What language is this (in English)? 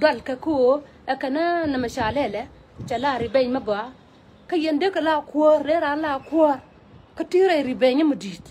Nuer